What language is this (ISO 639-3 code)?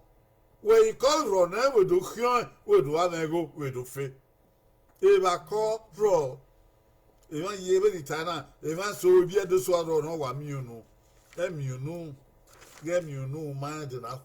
bin